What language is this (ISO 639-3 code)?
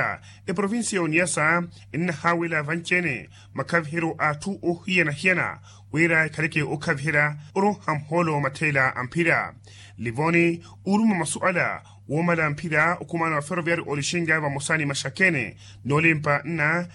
vmw